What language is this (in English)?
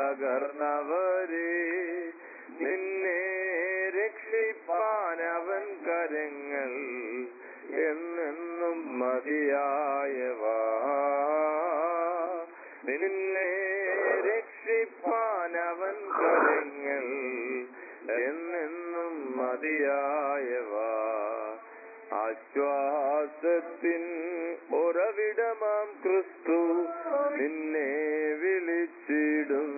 Malayalam